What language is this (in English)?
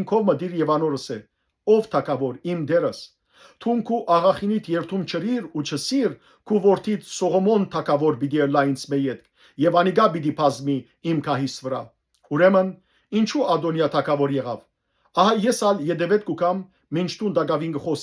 Western Armenian